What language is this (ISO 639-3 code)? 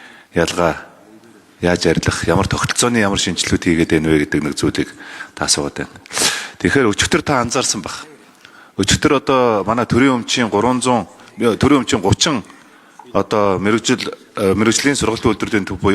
mon